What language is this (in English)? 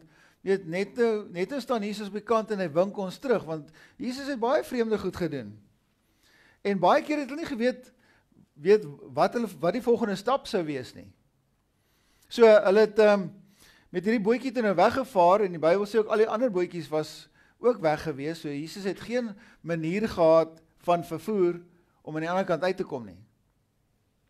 Afrikaans